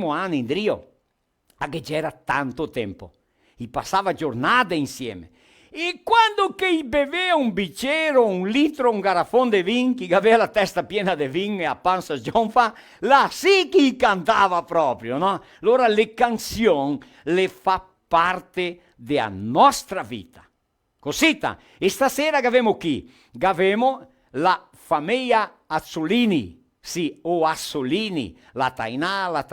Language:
Venetian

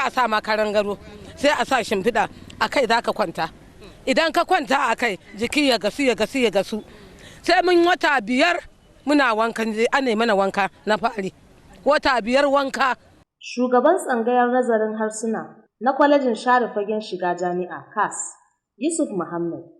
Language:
Hausa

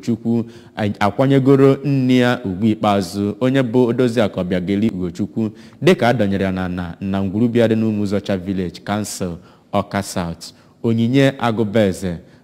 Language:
Igbo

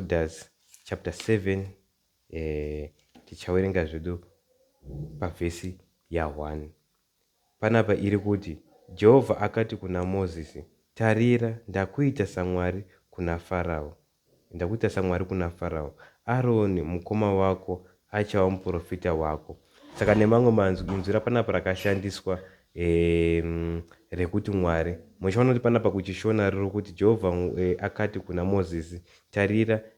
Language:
Shona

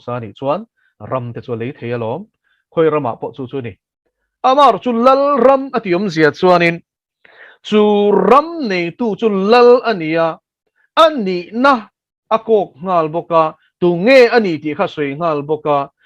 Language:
Mizo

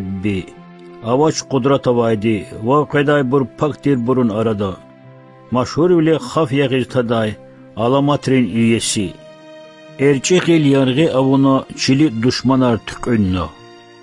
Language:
Lezghian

